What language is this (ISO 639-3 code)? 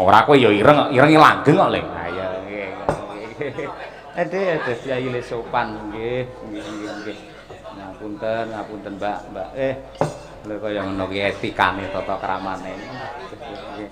jav